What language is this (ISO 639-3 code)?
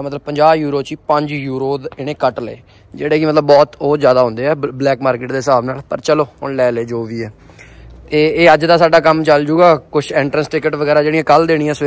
pan